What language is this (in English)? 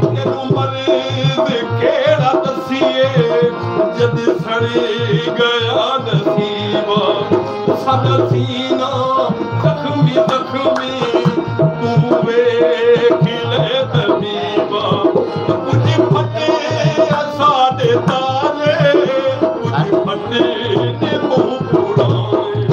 Saraiki